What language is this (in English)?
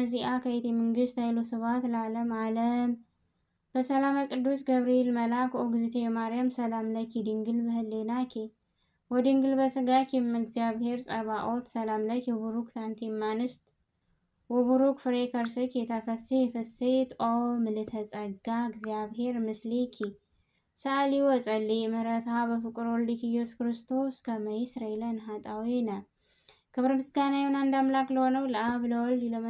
Amharic